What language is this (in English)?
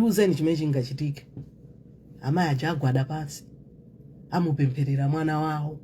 Nyanja